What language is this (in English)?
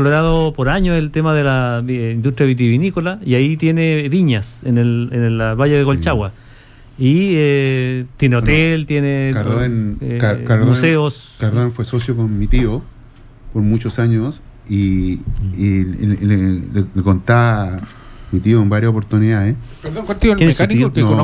Spanish